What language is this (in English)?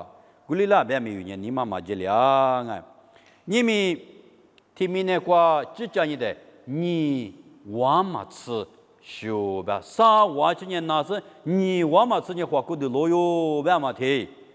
Lisu